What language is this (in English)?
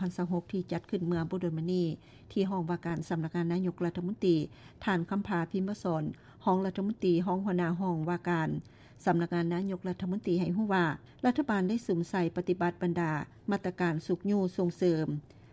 Lao